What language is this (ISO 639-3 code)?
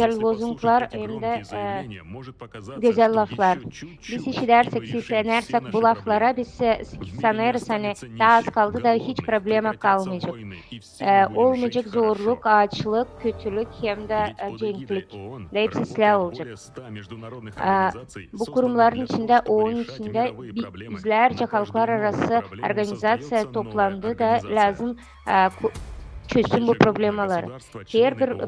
gag